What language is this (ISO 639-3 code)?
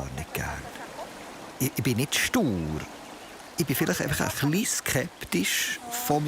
gsw